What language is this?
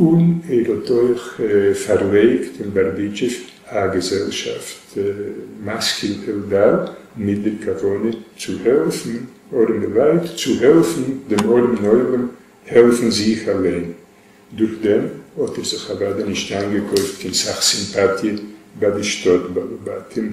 Yiddish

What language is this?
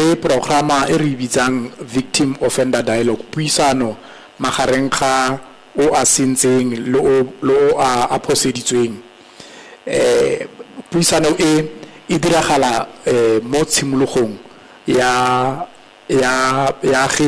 Tswana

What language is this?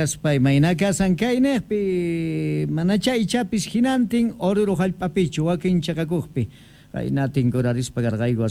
South Bolivian Quechua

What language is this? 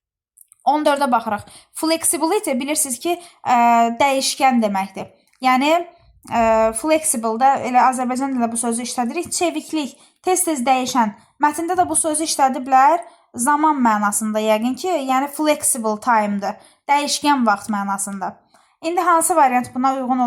Azerbaijani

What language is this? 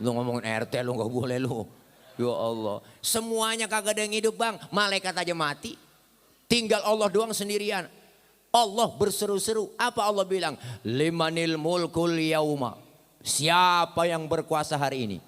Betawi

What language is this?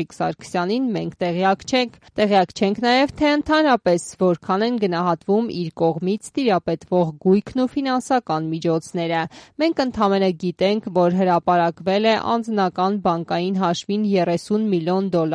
Armenian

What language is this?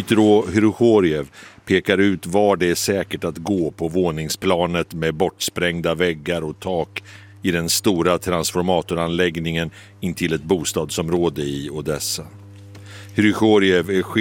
Swedish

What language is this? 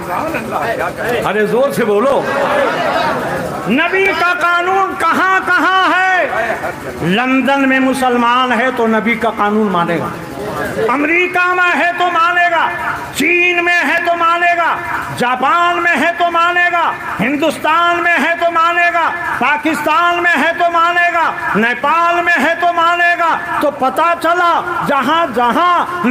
Urdu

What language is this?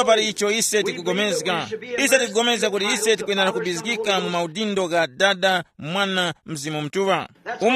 Tumbuka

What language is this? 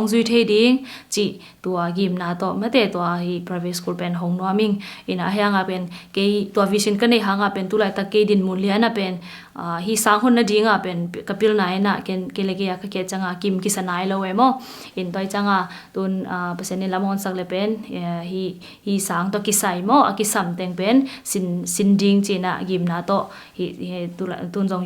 Tedim Chin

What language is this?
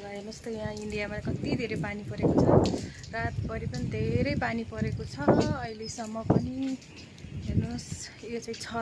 Nepali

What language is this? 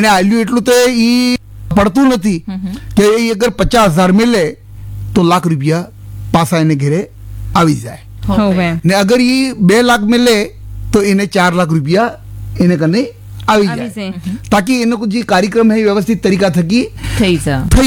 Gujarati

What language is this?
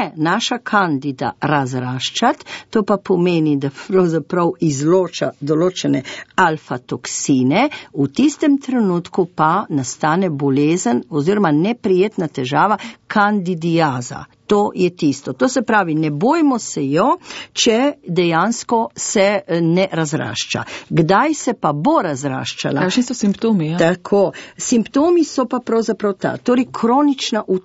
Slovenian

